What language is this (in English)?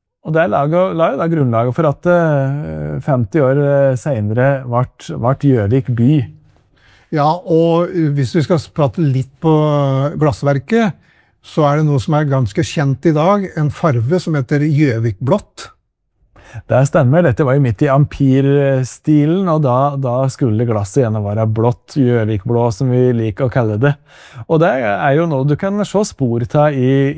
Norwegian